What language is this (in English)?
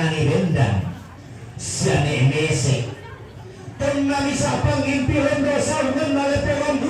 Toraja-Sa'dan